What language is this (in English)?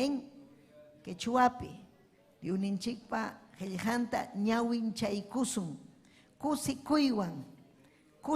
Ayacucho Quechua